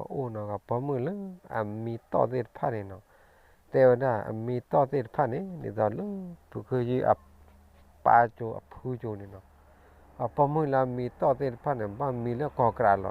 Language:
S'gaw Karen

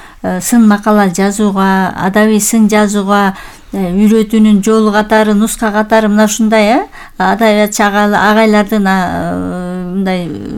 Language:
Kyrgyz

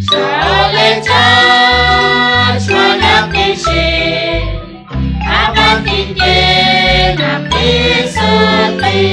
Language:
Kekchí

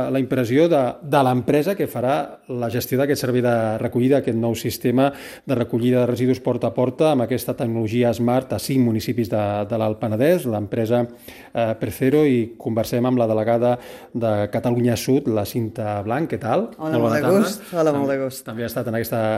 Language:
Catalan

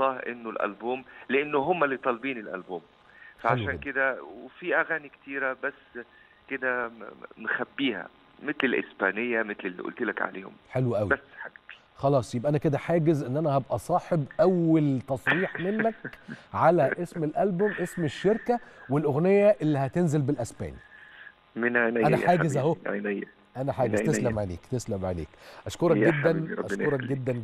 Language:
Egyptian Arabic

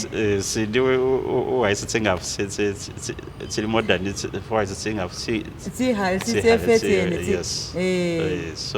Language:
Masaaba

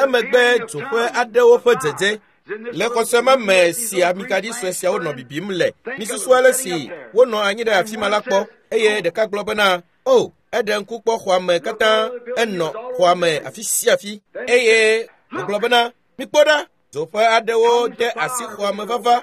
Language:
Ewe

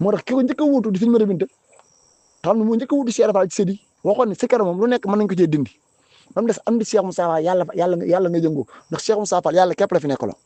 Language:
Wolof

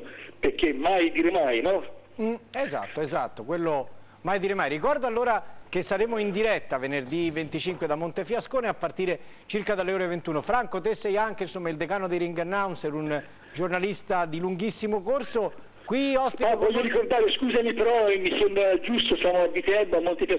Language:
Italian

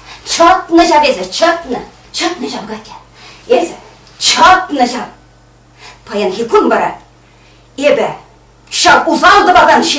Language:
Chuvash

